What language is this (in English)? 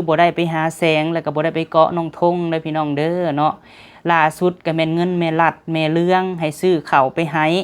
Lao